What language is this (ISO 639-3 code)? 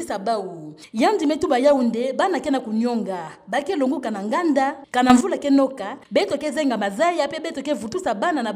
ktu